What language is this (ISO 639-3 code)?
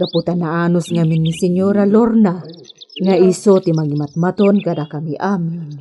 ilo